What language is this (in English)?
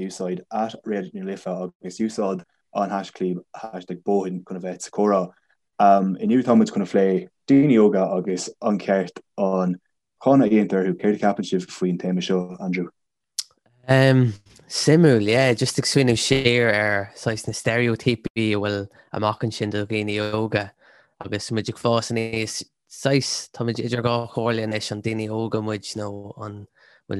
Irish